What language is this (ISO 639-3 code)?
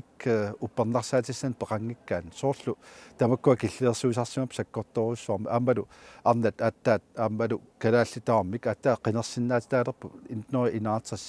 kal